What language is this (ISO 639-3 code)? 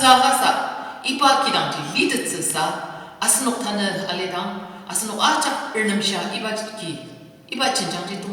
njo